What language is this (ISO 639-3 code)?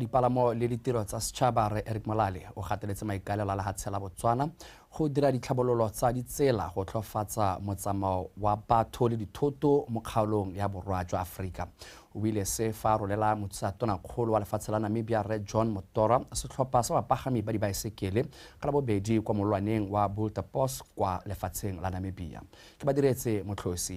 tsn